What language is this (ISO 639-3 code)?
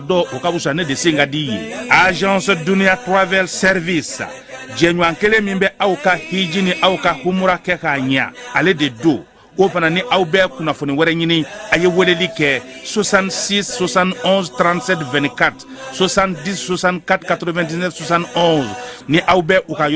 bam